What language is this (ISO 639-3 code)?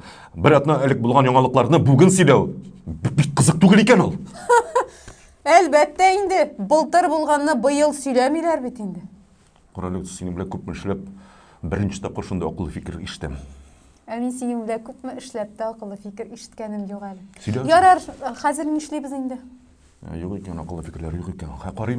tat